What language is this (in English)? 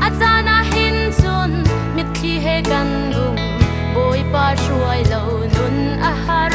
Hakha Chin